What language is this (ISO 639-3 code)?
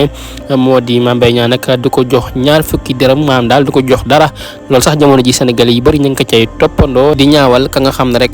wol